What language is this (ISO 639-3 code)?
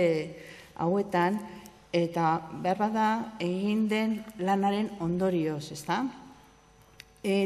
eus